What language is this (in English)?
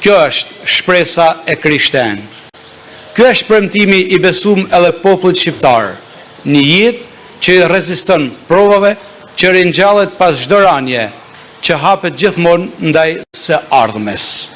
Albanian